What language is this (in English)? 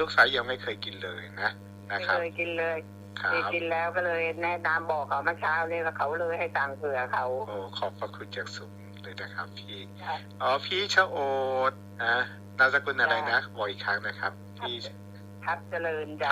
Thai